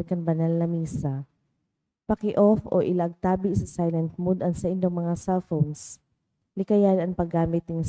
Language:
Bikol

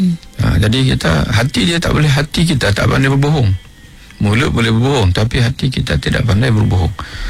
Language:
Malay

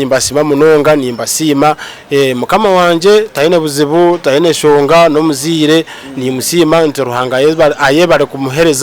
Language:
Nyankole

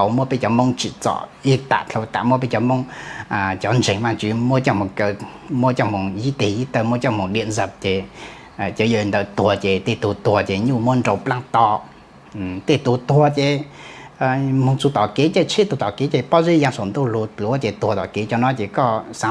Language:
Hmong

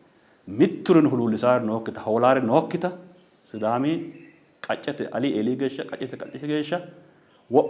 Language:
Sidamo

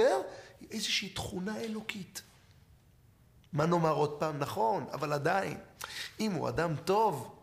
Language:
Hebrew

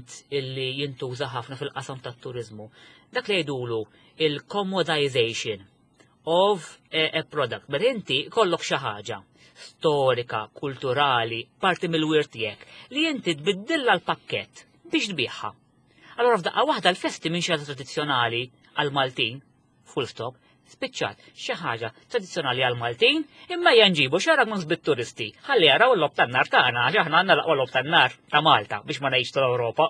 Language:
Maltese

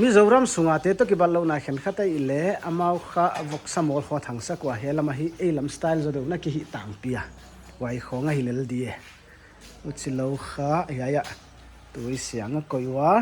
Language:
Paite Chin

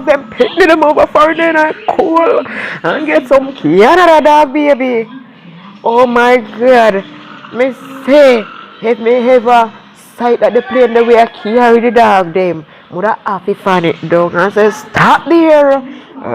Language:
Jamaican Creole English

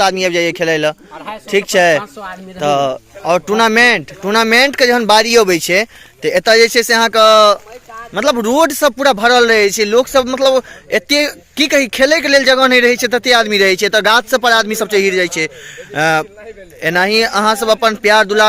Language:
Maithili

